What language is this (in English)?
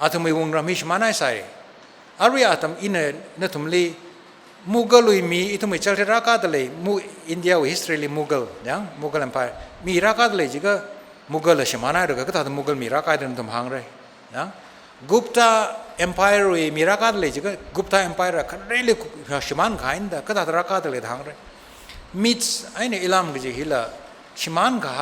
Tangkhul Naga (India)